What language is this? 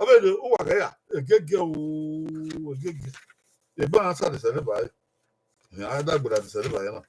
Bini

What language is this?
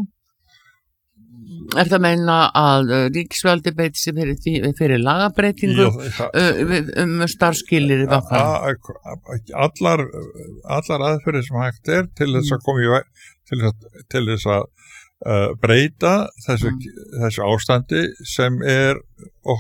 Icelandic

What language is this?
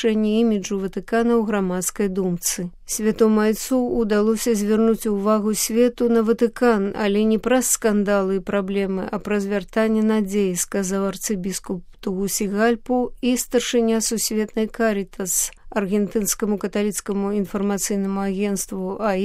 Belarusian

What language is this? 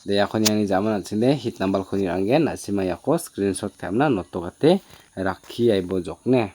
Garo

